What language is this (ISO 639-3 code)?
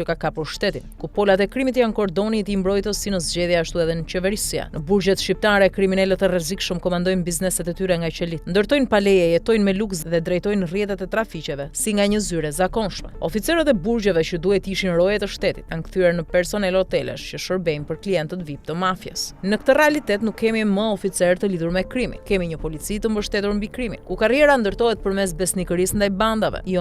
sqi